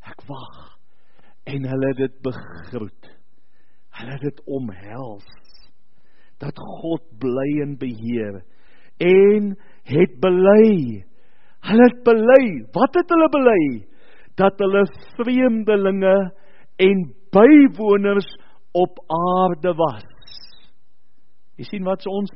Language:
Afrikaans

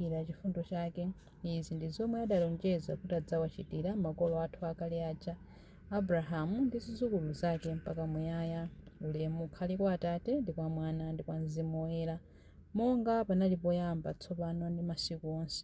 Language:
Nyanja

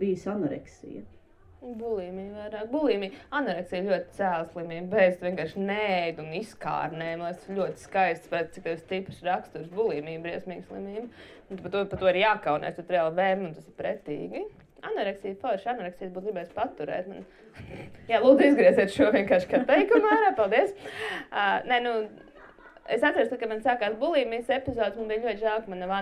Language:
Latvian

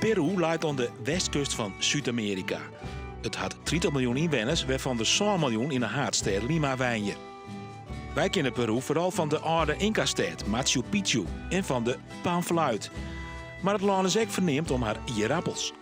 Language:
Western Frisian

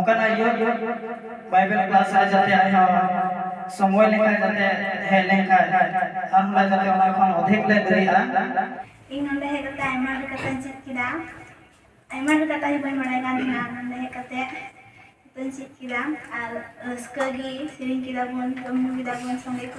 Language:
Santali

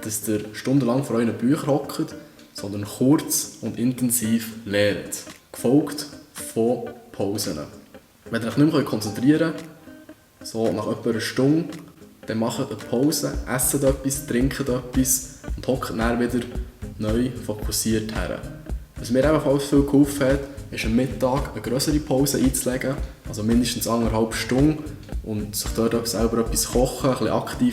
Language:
Swiss German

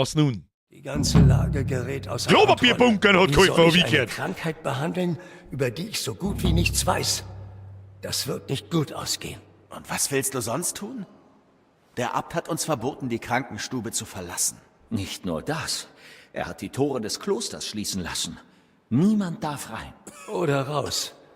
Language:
Bavarian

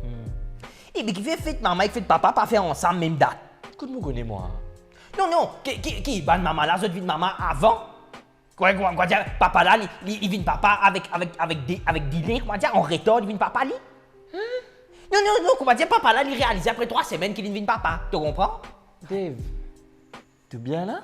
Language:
Morisyen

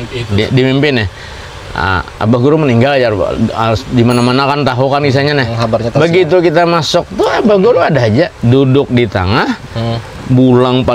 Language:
Banjar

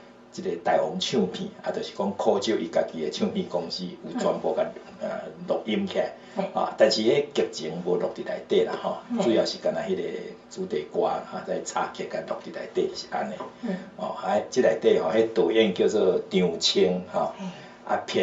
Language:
Min Nan Chinese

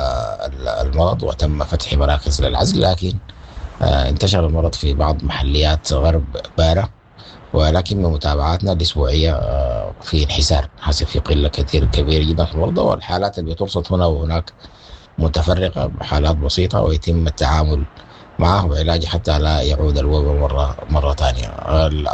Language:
Sudanese Arabic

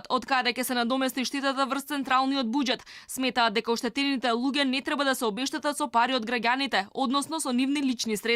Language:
Macedonian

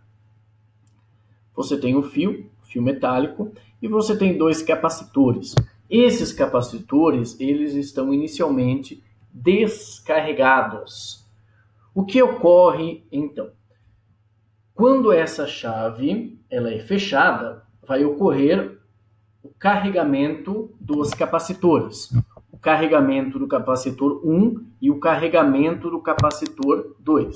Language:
Portuguese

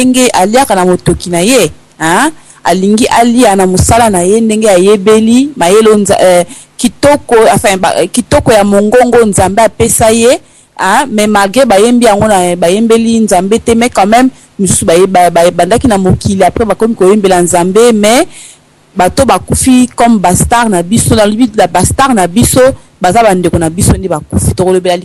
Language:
Lingala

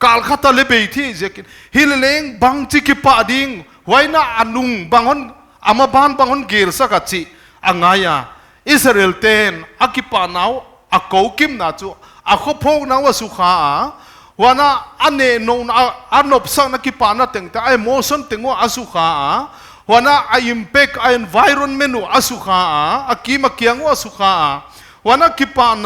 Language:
Paite Chin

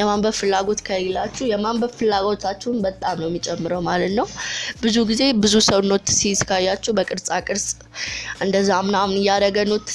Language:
Amharic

